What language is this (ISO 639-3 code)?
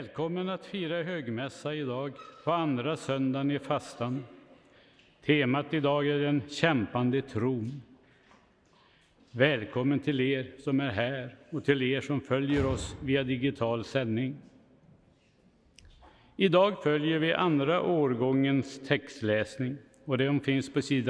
swe